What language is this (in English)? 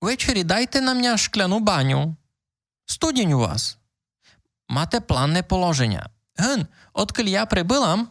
Rusyn